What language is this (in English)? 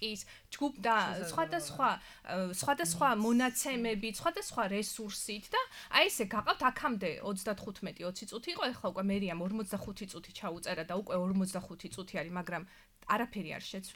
Georgian